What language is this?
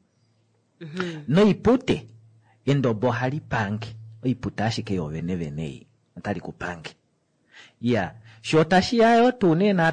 Kuanyama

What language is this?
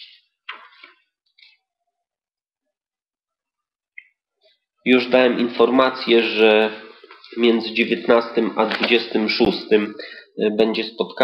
Polish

